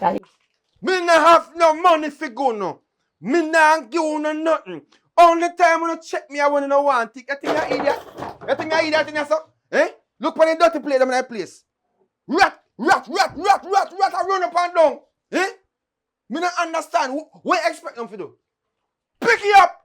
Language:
Jamaican Creole English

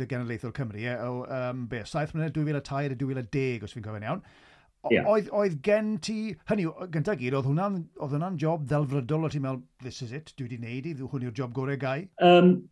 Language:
Welsh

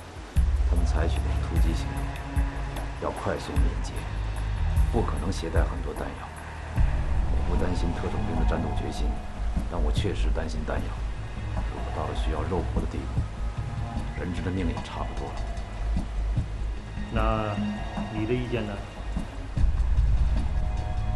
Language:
Chinese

